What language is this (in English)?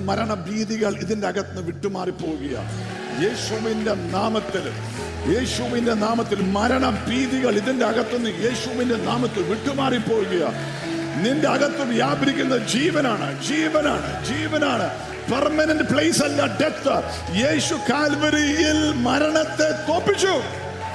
Malayalam